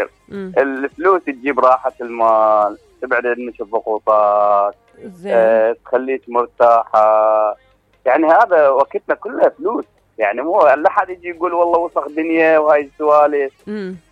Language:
Mesopotamian Arabic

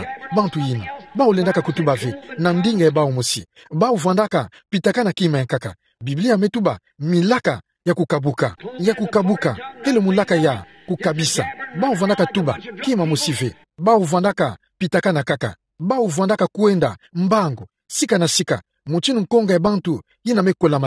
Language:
Kituba (Democratic Republic of Congo)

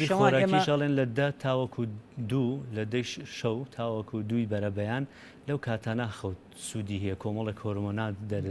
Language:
Central Kurdish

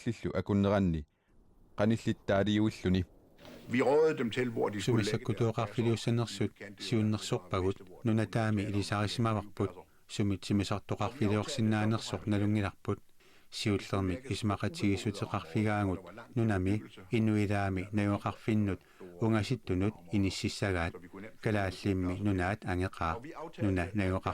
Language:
Kalaallisut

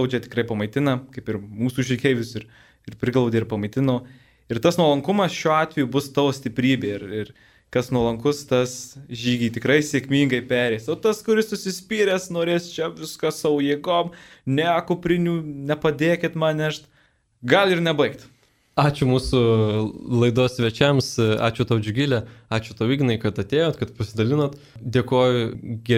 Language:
Lithuanian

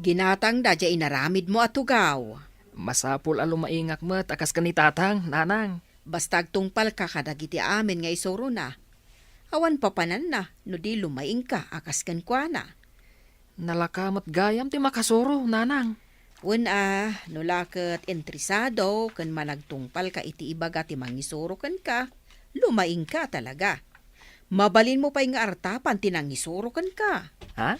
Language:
Iloko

